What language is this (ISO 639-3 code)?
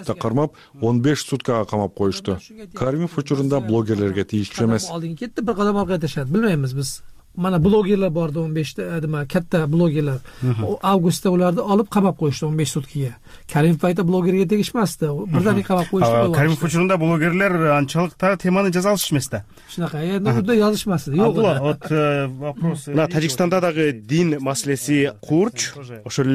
kir